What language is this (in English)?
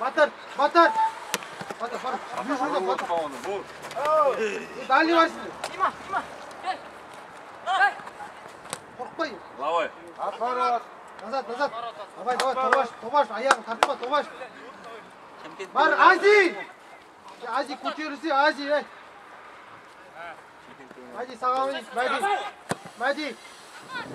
Kazakh